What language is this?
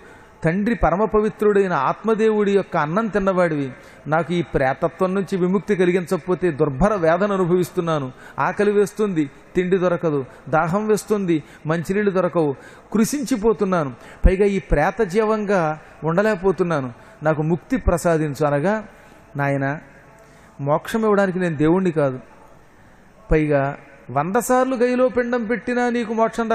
Telugu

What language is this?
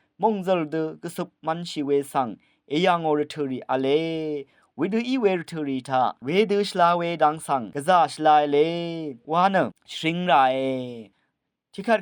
Rawang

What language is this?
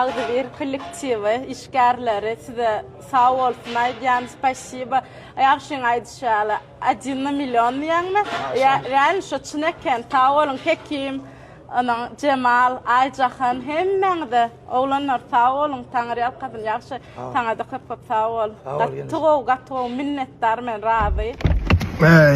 Turkmen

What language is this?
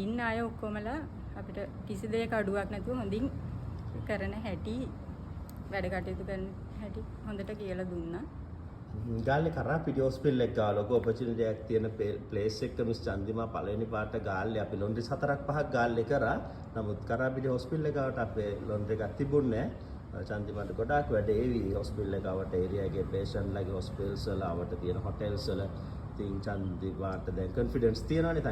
Sinhala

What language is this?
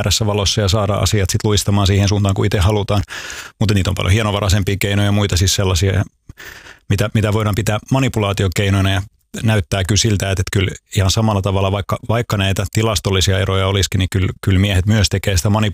Finnish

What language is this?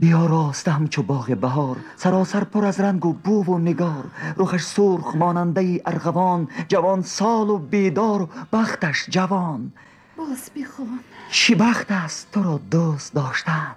Tajik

